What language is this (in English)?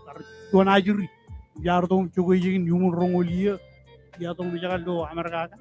Marshallese